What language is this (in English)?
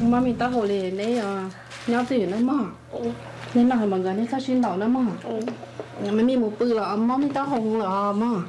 Hmong